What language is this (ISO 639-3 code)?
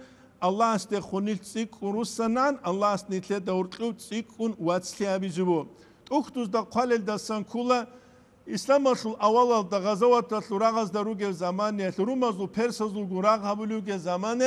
ava